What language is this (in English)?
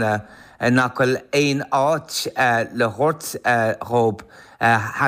Irish